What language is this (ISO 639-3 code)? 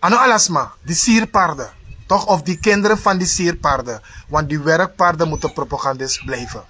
srn